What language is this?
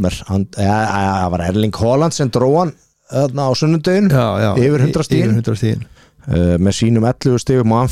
Icelandic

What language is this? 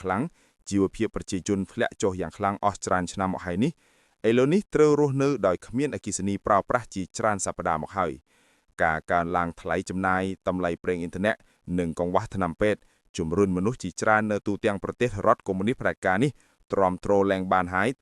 Khmer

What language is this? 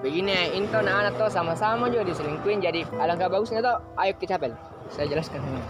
Makassar Malay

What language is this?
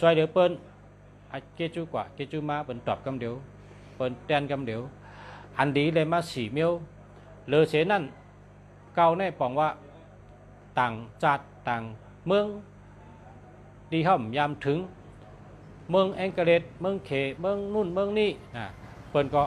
Shan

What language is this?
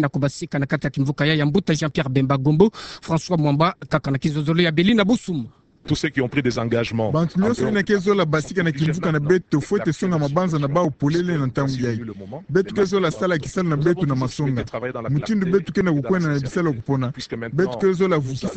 Kituba (Democratic Republic of Congo)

